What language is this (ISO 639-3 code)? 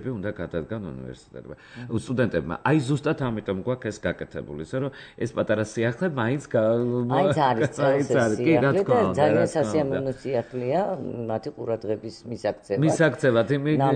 kat